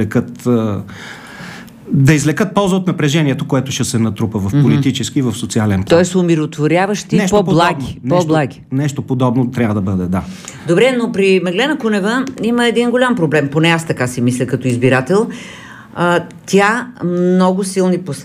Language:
Bulgarian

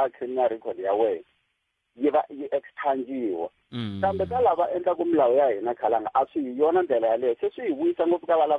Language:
Tsonga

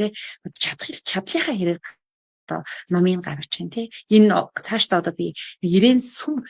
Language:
Mongolian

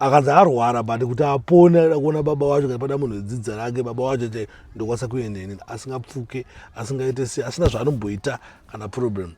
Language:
Shona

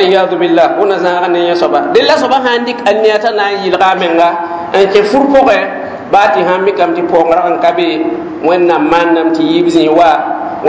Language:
Mossi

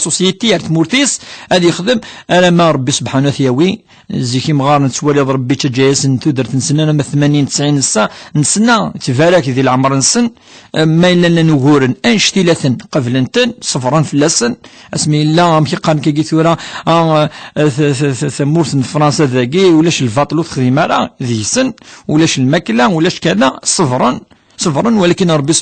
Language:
Kabyle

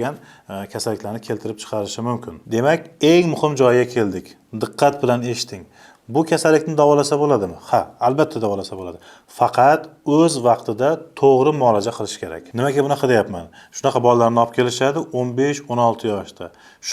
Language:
Uzbek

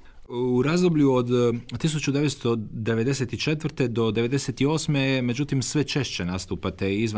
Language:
Croatian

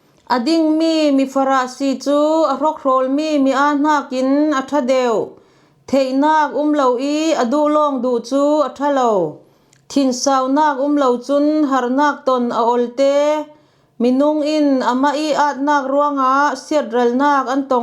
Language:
Falam Chin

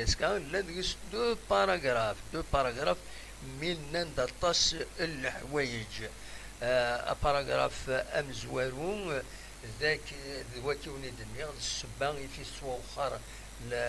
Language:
Kabyle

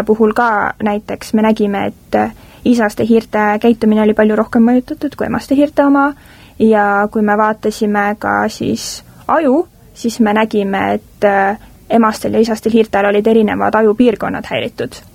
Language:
Estonian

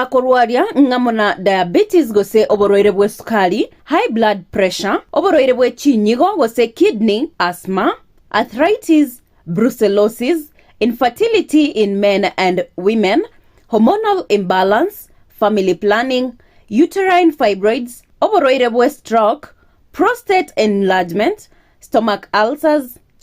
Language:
Gusii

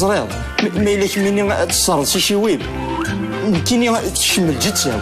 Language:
Kabyle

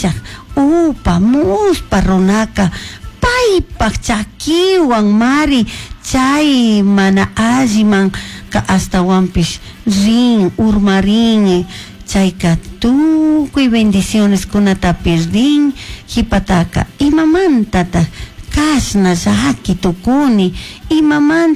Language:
Chimborazo Highland Quichua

